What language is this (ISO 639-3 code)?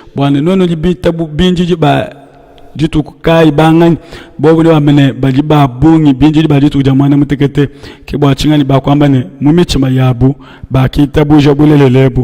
lua